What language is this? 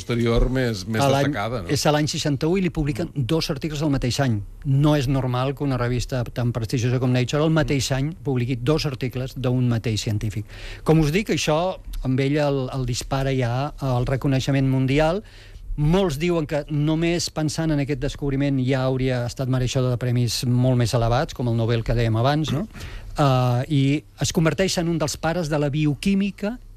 Catalan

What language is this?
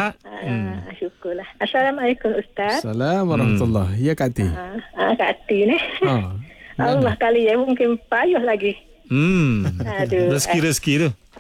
Malay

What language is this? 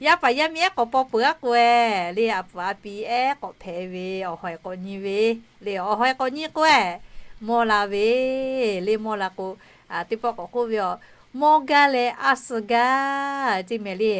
Lahu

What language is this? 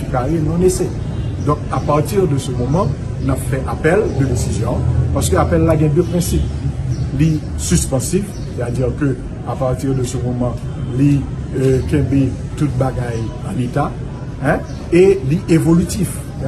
Haitian Creole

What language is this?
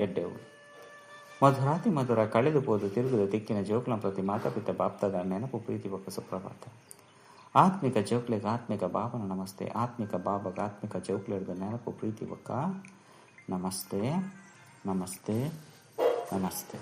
Tulu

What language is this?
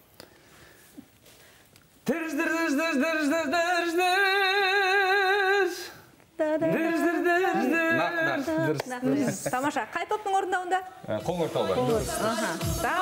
Kazakh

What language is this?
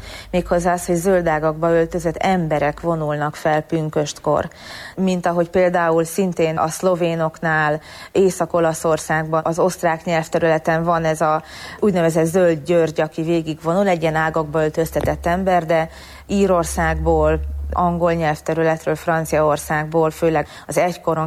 Hungarian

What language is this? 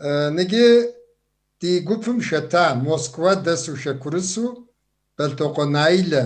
Kabardian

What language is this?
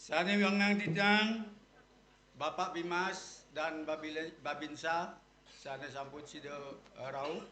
Balinese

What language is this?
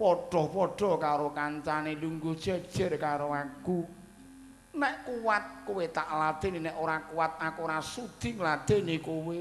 Javanese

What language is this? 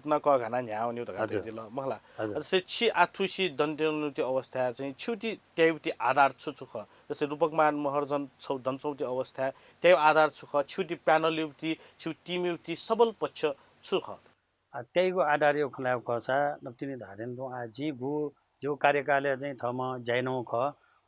Newari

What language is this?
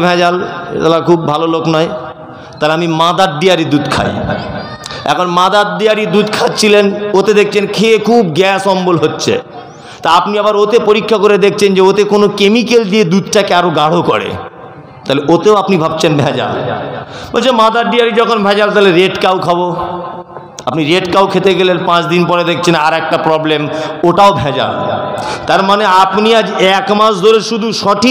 Bangla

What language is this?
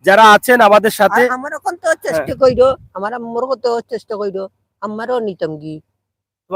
Sylheti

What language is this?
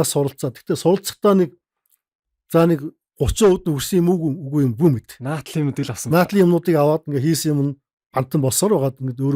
Mongolian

